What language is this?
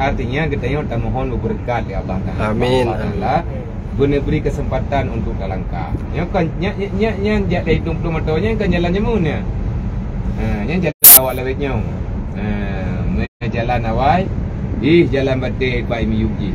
Achinese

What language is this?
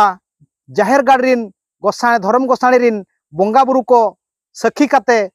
Santali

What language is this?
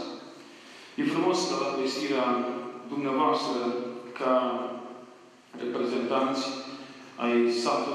Romanian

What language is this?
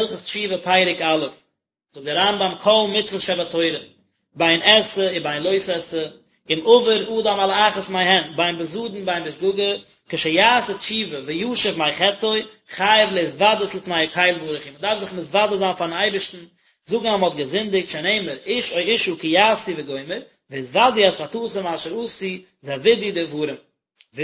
Yiddish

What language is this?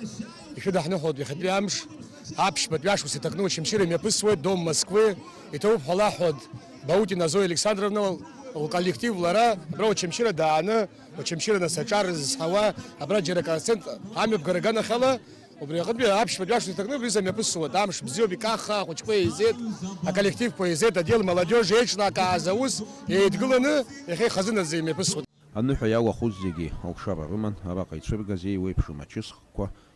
Abkhazian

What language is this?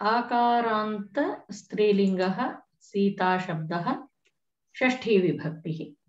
Sanskrit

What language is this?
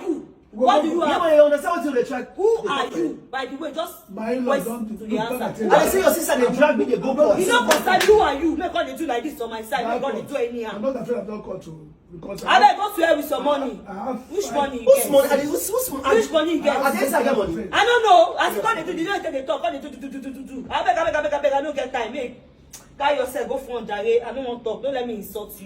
Nigerian Pidgin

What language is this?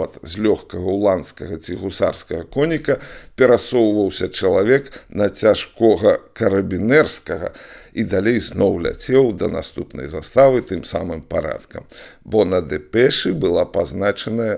Belarusian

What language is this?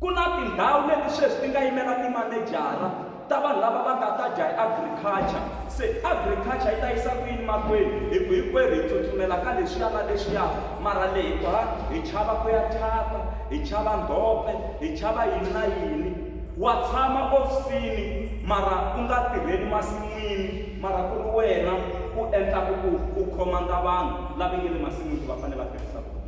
Tsonga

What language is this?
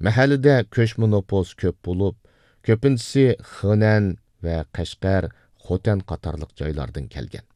Uyghur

